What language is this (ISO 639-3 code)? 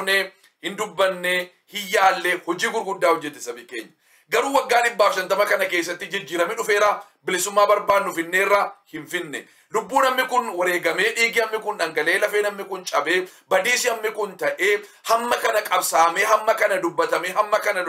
orm